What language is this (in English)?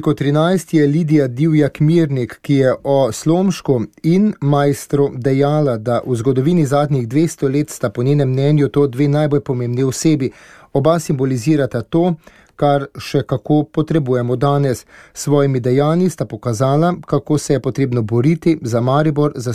Slovenian